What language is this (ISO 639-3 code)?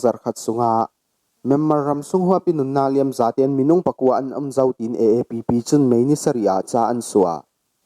cfm